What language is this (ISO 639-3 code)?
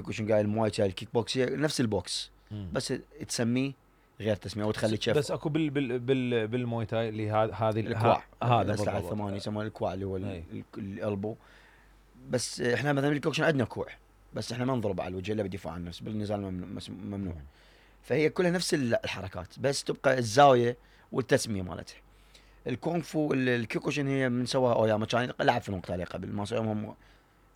acm